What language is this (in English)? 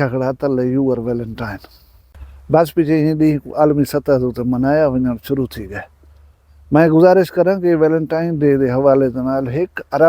Saraiki